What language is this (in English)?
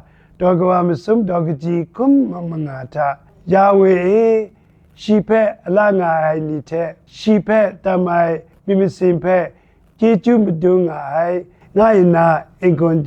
Kachin